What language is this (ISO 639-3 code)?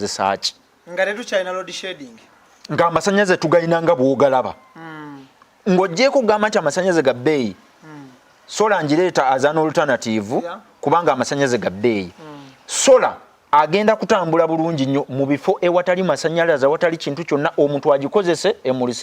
lug